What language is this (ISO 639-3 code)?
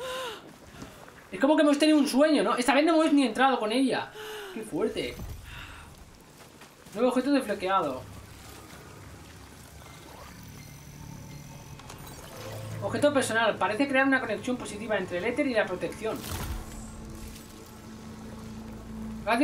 spa